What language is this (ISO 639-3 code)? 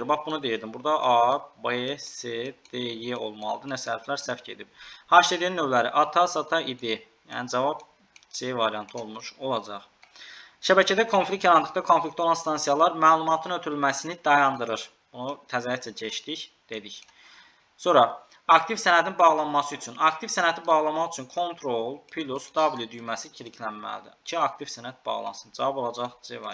aze